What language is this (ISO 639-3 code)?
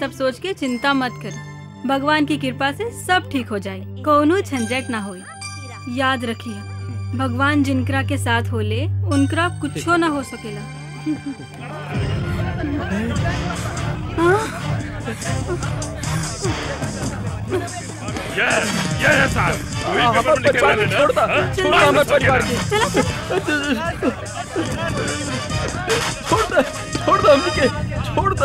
bho